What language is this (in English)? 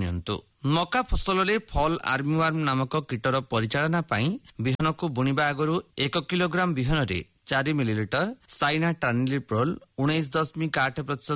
Odia